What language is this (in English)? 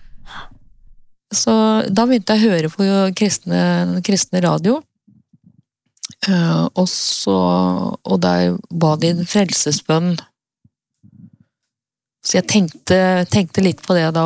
Norwegian